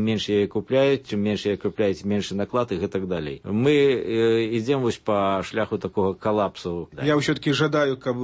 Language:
Belarusian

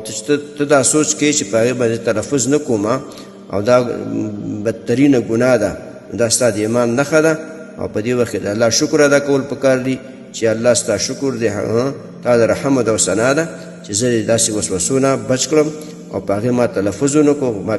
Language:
Pashto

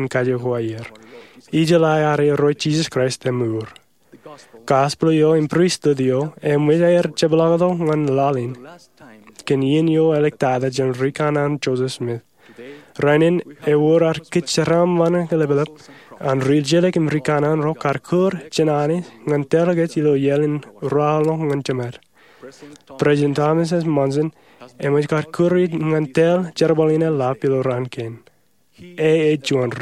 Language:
Marshallese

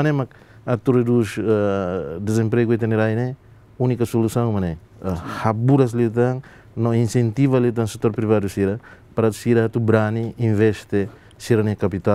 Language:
Tetum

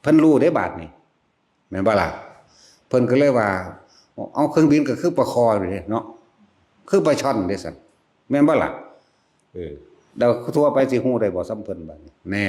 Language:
Northeastern Thai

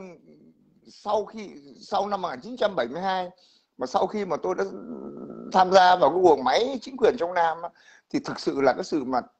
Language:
Vietnamese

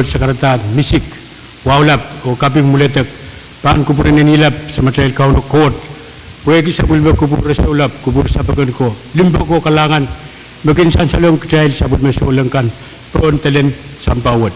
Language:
Pohnpeian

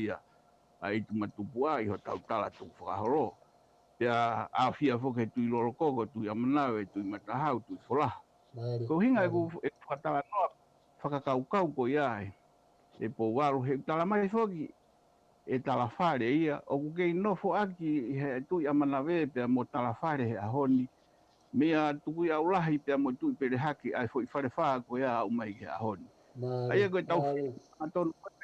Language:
Tongan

